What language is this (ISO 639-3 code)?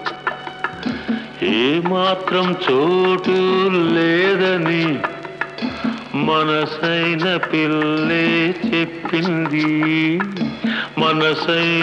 tel